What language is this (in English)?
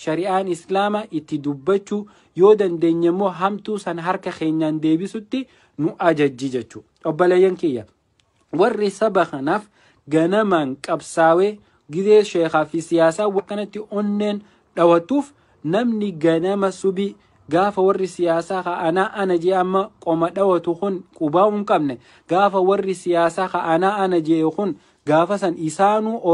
Oromo